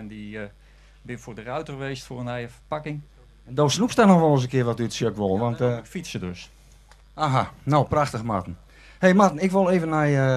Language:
Western Frisian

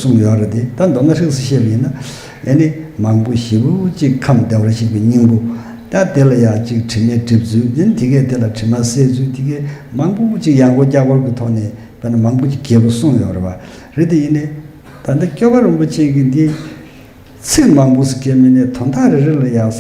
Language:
Tibetan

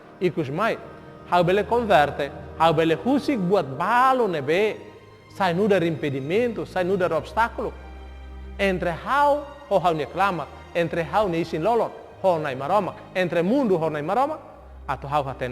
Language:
Tetum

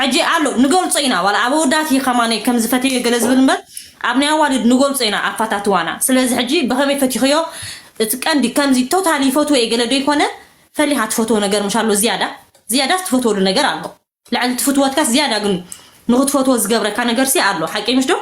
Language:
Tigrinya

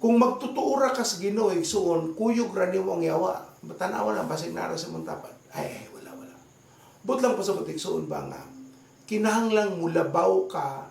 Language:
Cebuano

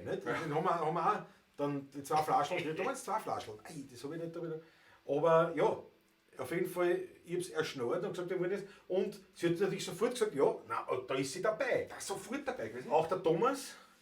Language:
Bavarian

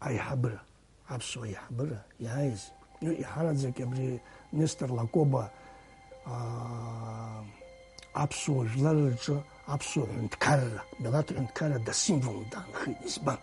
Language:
Abkhazian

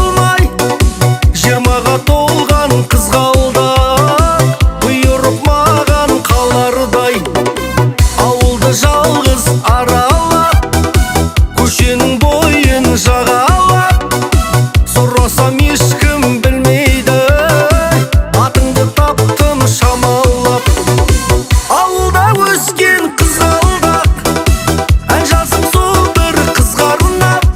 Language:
Kazakh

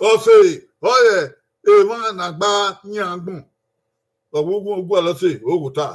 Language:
Bini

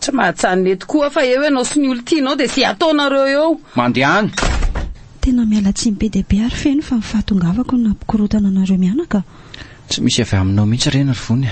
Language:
Malagasy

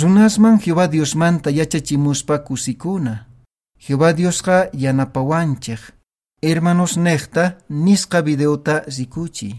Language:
Quechua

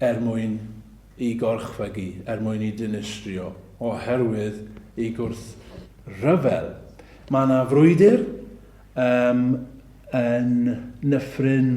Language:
Welsh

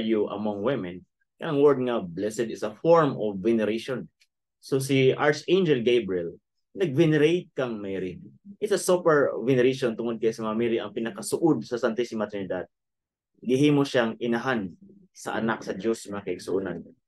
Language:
Cebuano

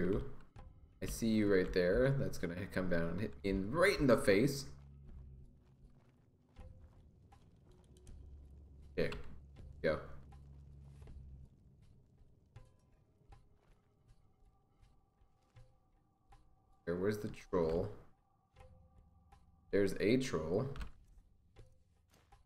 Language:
English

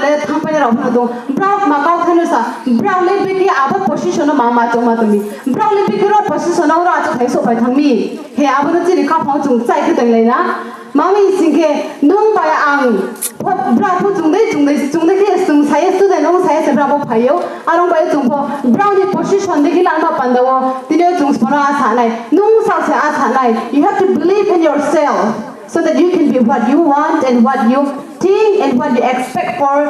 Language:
Riang (India)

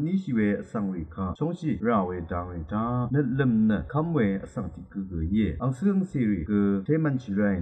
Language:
Rawang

